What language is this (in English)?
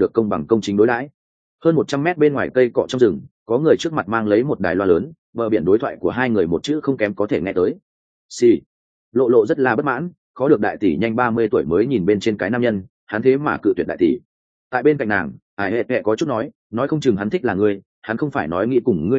Vietnamese